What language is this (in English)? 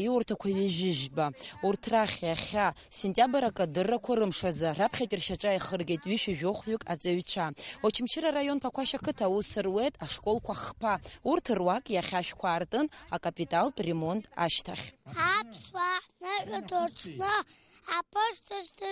Abkhazian